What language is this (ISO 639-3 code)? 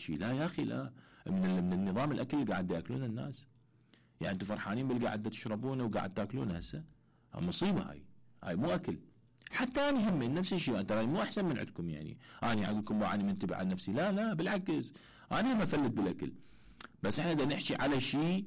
acm